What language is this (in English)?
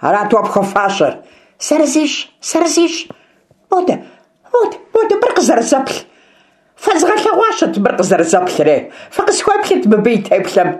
Kabardian